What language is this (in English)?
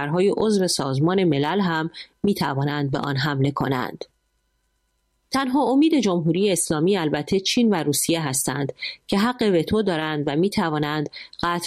Persian